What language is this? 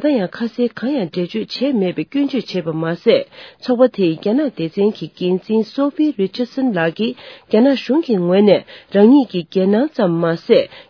Tibetan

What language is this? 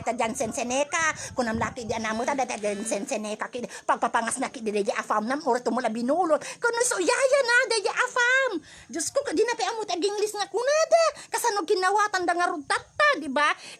Iloko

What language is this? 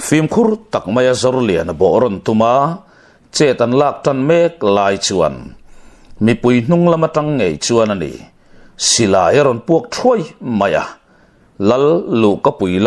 Mizo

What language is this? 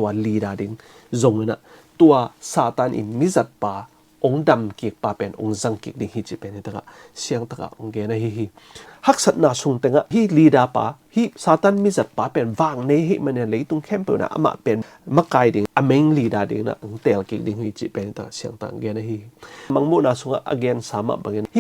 Tedim Chin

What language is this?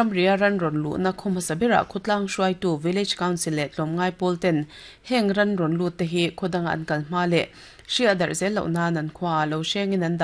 Mizo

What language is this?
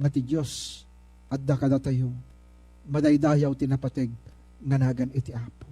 Iloko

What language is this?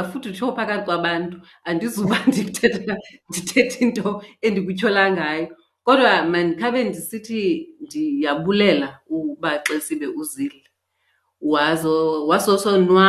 Xhosa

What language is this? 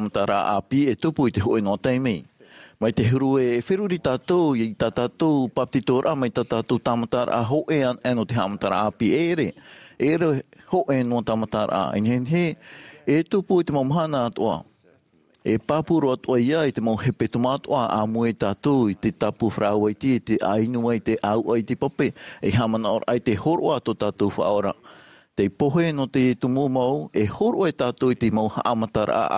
Tahitian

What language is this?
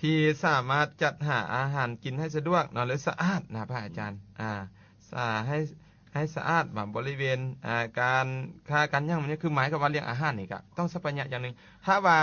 Lao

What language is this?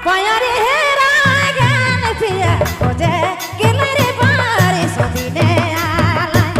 Sadri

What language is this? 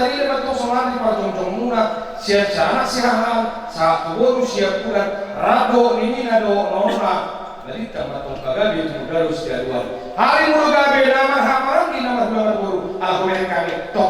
Batak Toba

